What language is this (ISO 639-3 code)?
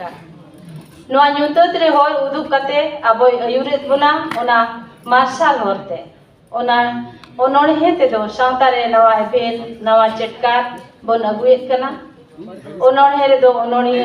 sat